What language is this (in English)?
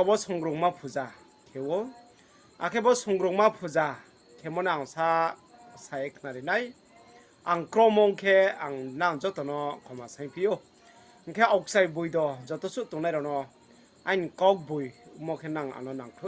Riang (India)